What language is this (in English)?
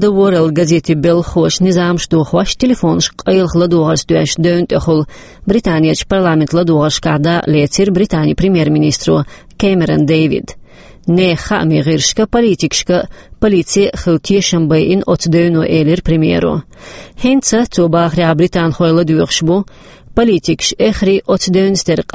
Chechen